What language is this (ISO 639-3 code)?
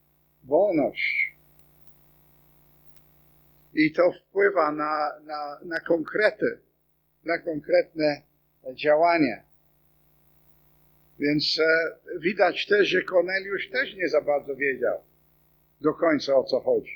pol